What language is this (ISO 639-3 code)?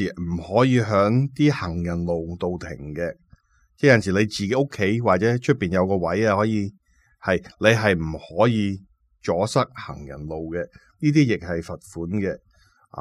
yue